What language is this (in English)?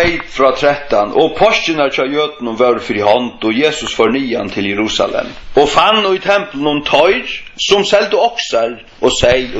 Faroese